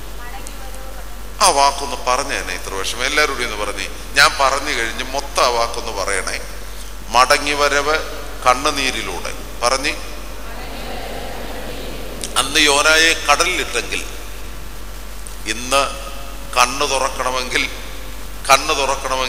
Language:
Malayalam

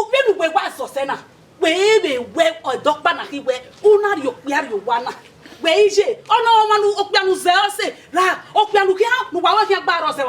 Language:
Bini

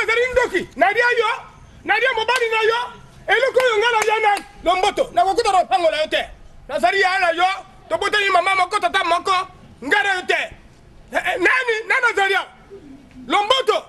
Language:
Lingala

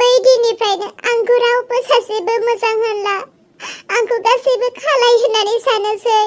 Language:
Bodo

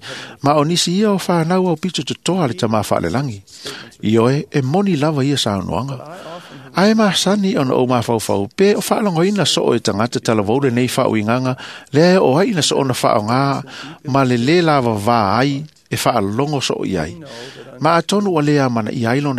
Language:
Samoan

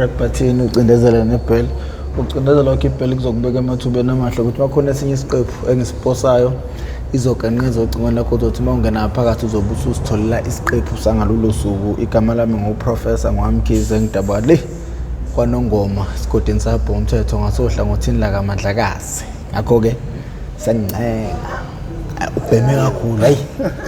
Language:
Zulu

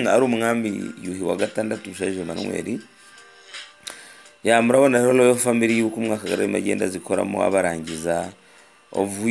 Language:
Kinyarwanda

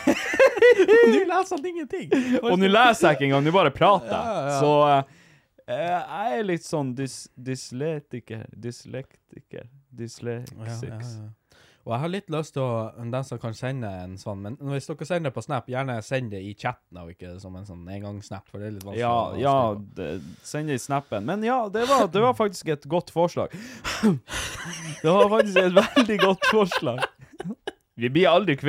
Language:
Norwegian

